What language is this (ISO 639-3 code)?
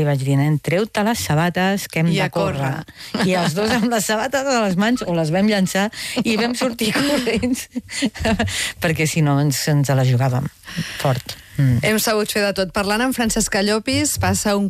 cat